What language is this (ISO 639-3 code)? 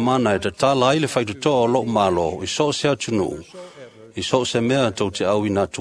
smo